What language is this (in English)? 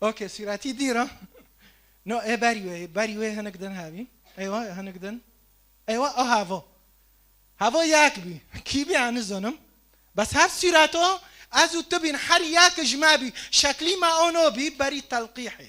Kurdish